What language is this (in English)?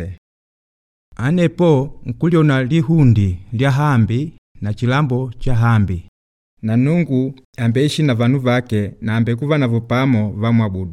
Makonde